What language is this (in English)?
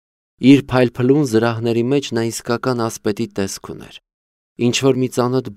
Armenian